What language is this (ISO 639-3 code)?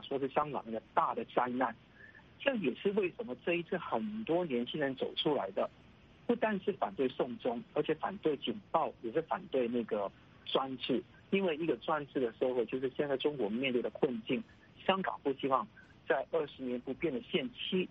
zho